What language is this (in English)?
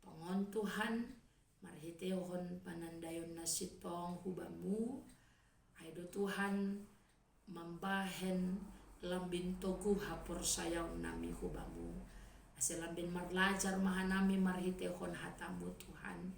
Batak Simalungun